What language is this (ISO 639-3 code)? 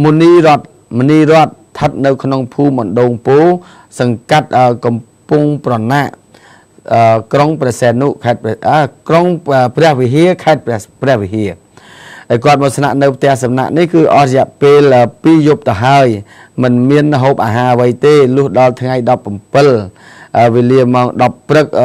khm